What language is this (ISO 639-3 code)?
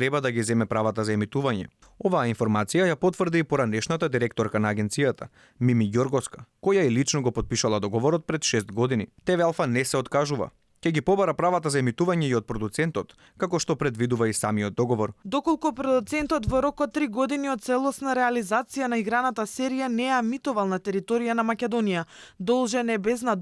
mkd